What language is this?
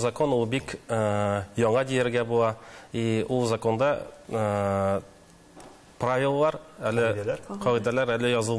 Tatar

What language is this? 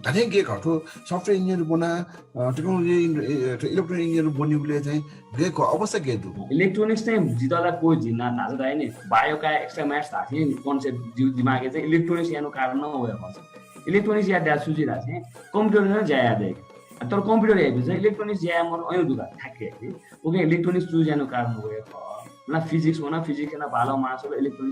Newari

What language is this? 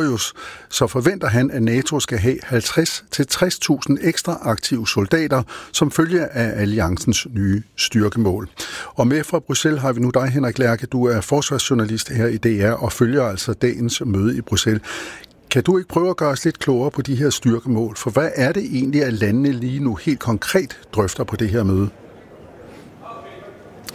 Danish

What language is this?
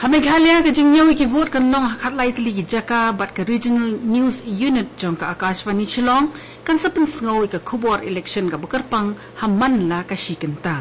Khasi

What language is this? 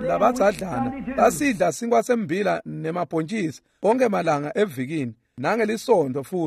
Swati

